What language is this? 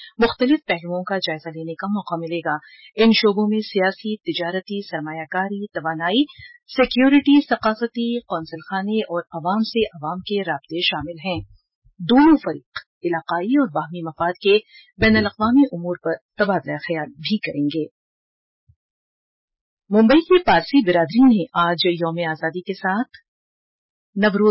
Urdu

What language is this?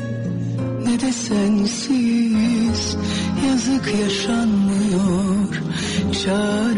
Turkish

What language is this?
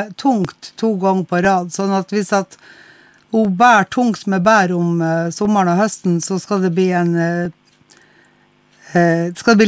Norwegian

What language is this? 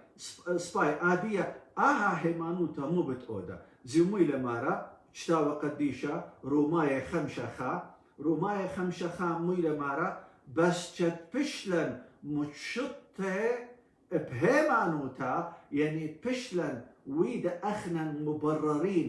Assyrian Neo-Aramaic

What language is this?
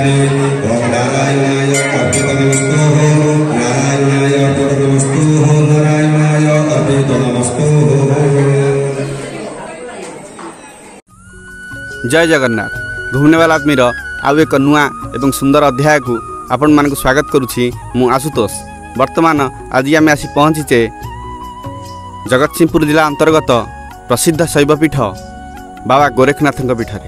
Odia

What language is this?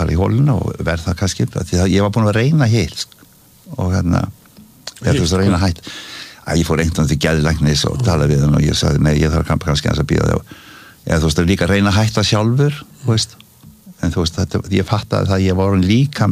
Icelandic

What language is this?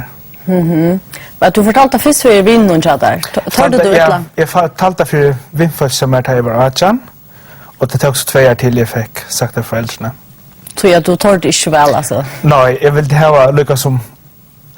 Faroese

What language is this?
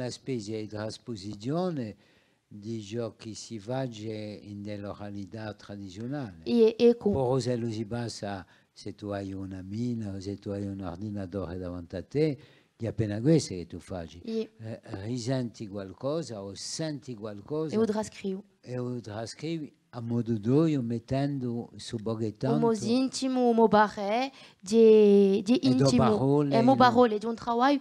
Corsican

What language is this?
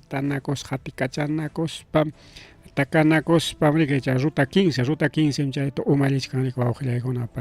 Ayacucho Quechua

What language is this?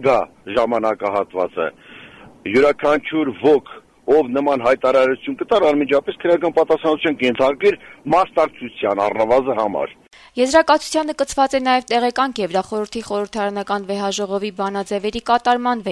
Armenian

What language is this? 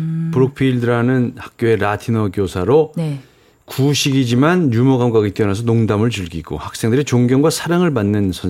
Korean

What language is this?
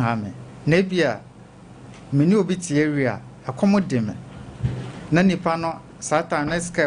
Akan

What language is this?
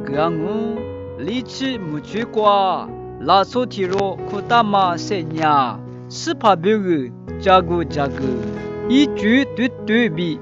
Lisu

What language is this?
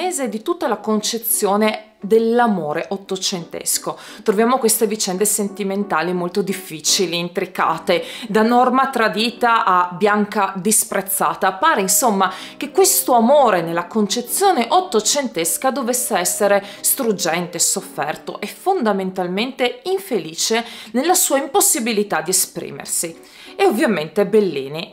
Italian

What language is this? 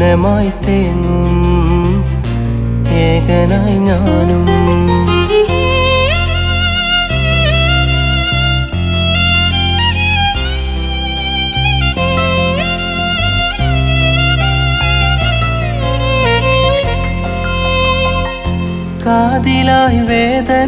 Malayalam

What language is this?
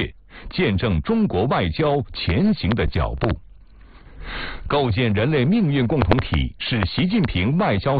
Chinese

